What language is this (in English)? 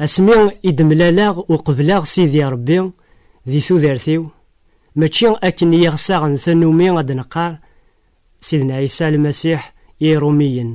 Kabyle